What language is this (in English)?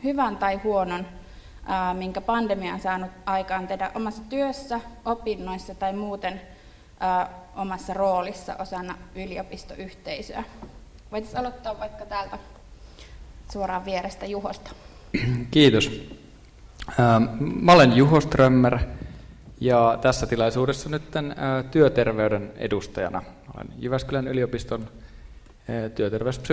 Finnish